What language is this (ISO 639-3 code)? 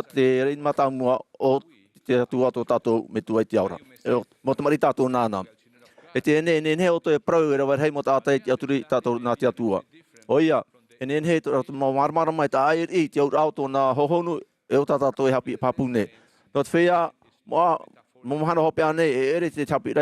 tah